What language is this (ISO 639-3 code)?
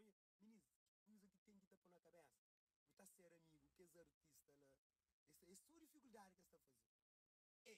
kea